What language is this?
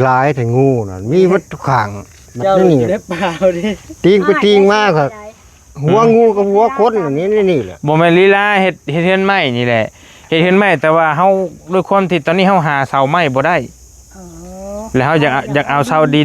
Northeastern Thai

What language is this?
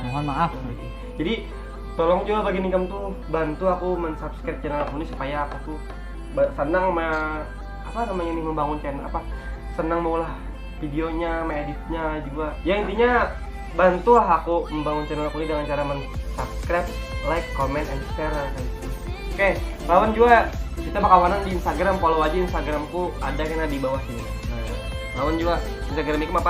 Banjar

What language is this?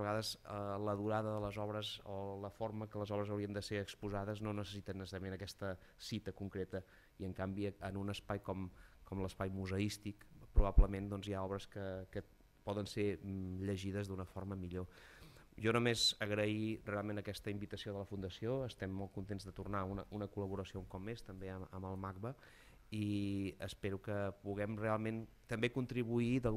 Catalan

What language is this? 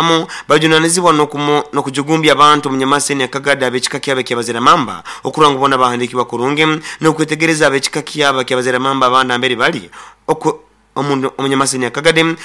Nyoro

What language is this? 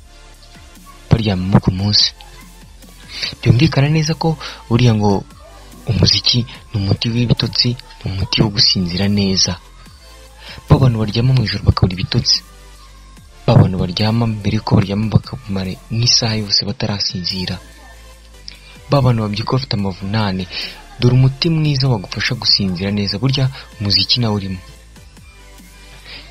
Kinyarwanda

